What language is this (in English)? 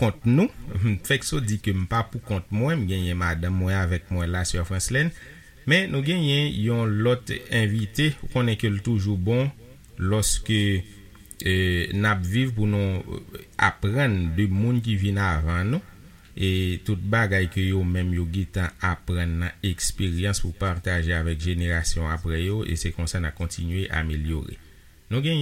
Haitian Creole